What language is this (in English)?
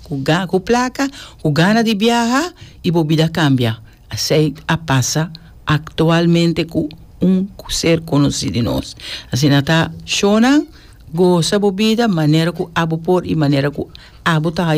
Papiamento